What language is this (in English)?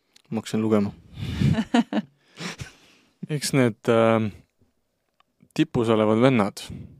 Estonian